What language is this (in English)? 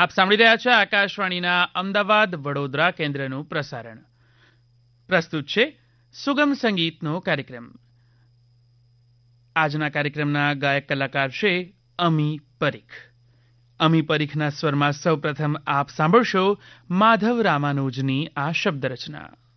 Gujarati